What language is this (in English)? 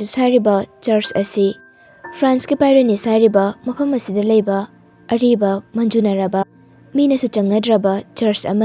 Manipuri